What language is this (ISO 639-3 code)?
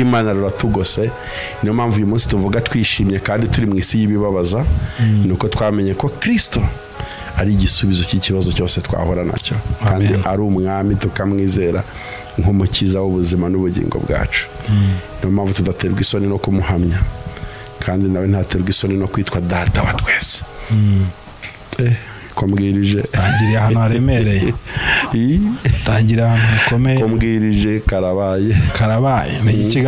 kin